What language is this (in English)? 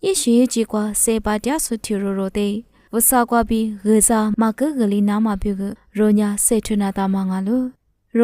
Lisu